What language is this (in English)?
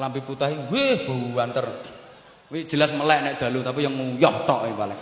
Javanese